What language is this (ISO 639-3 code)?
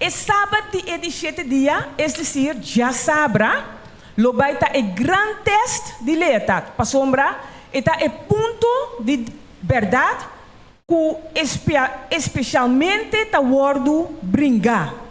pap